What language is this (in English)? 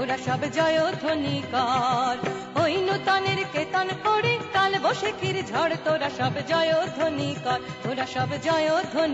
Bangla